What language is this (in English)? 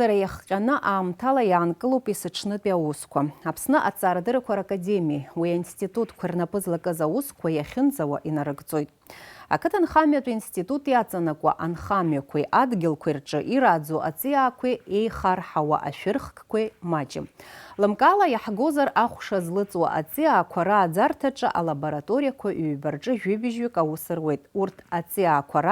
Abkhazian